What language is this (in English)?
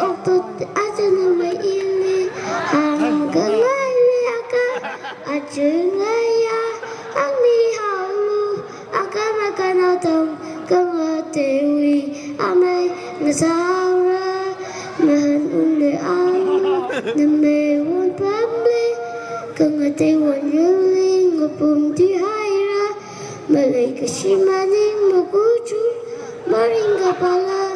Tangkhul Naga (India)